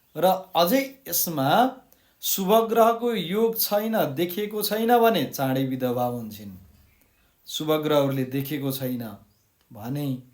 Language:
Nepali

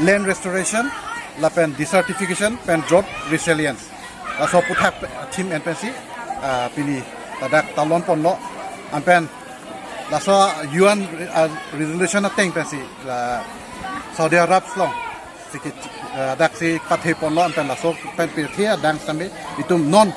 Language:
Karbi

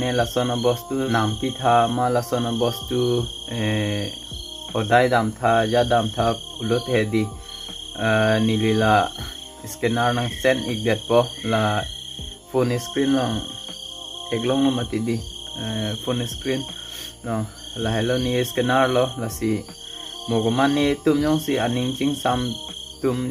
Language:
Karbi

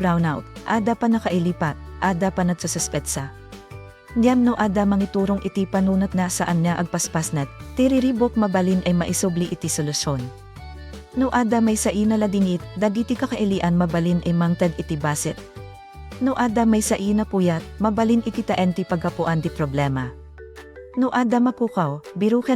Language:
Iloko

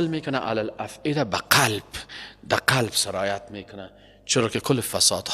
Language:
Persian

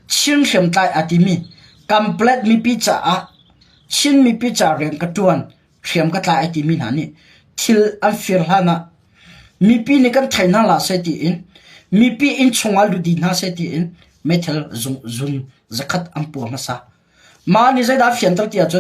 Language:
Hakha Chin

